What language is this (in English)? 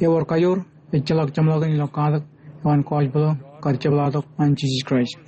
Marshallese